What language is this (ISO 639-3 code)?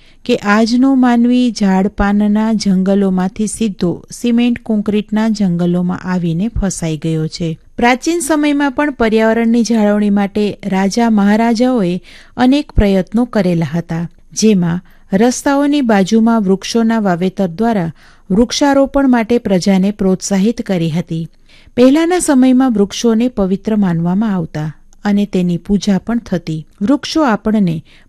guj